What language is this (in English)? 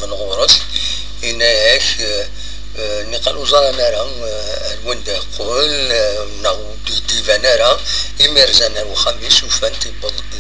Kabyle